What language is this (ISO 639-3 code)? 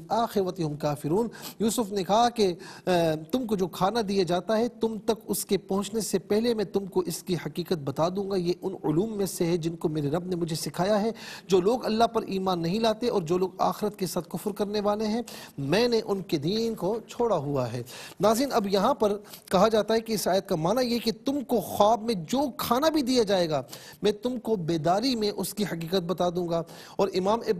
urd